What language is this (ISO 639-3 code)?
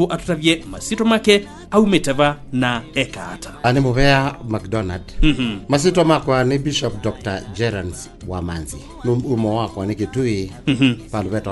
kam